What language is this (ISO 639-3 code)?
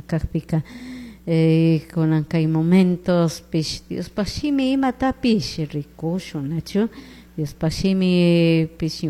qug